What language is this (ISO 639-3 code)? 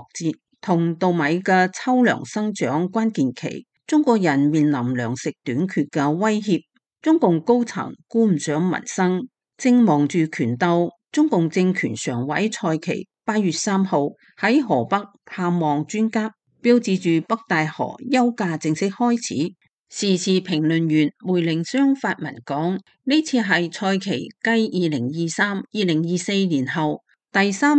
yue